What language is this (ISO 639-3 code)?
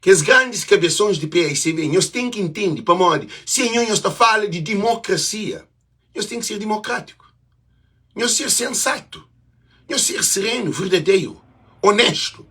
kea